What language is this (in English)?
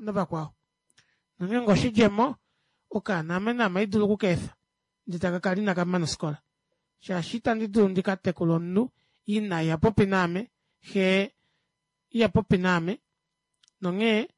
Kuanyama